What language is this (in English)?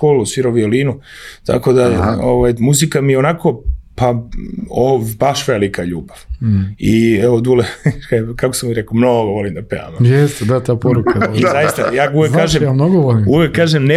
Serbian